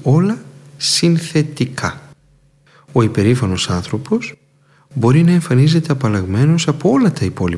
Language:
Greek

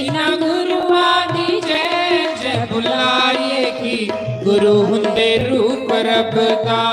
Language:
Dogri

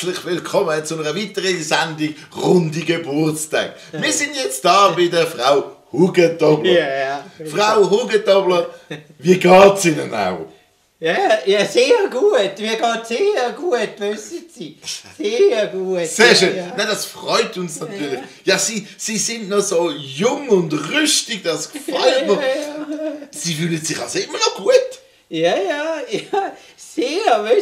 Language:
Swiss German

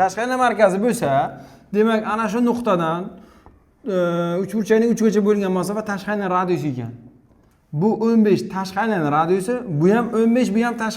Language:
Uzbek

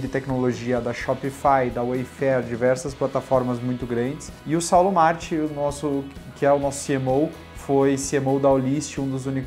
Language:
Portuguese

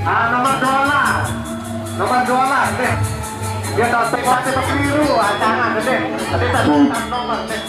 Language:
Sasak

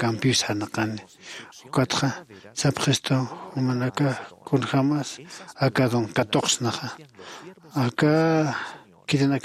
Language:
Aymara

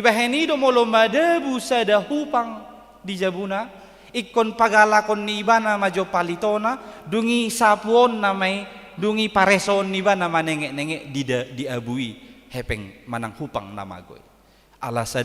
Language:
Batak Toba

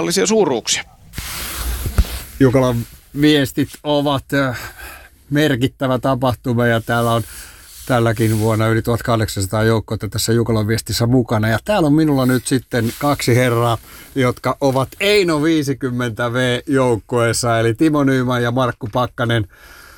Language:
Finnish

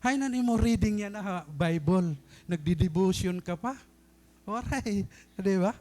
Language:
Waray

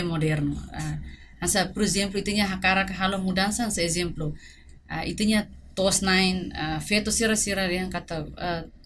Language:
Tetum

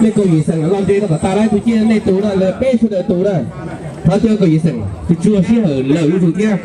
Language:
Hmong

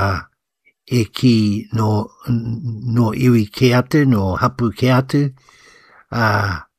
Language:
Māori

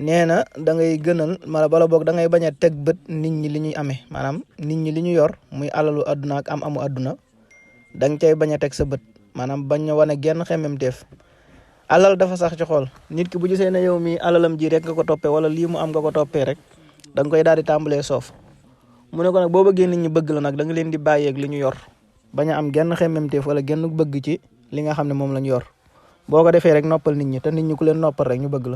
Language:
Wolof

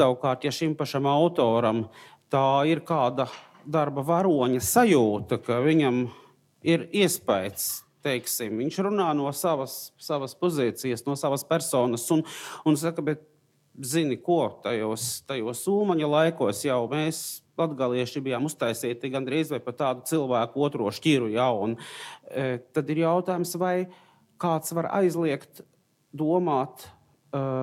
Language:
Latvian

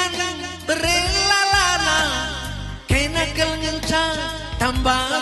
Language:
Batak Karo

